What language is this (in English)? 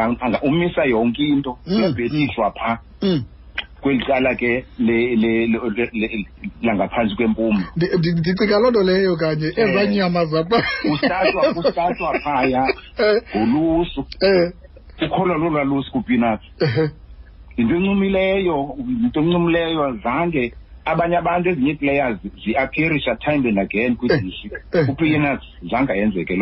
Xhosa